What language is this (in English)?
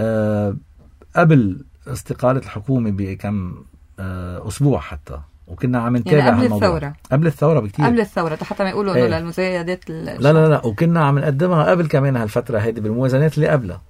North Levantine Arabic